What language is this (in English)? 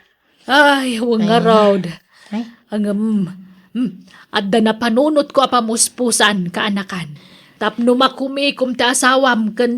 Iloko